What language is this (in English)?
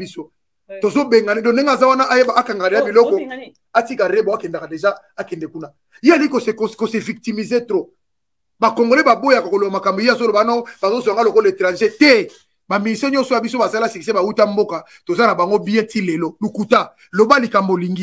Lingala